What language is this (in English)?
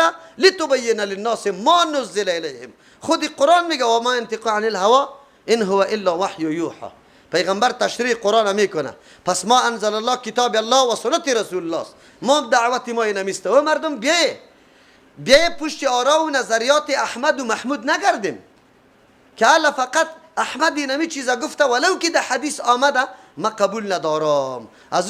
Persian